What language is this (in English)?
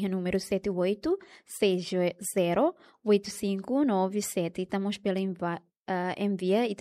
Tetum